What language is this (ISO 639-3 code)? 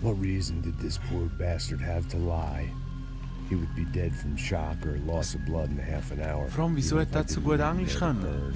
gsw